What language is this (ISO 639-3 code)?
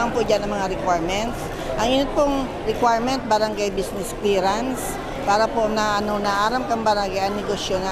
bik